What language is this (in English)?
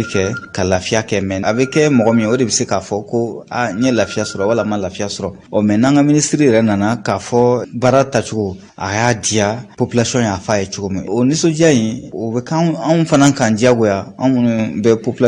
Bambara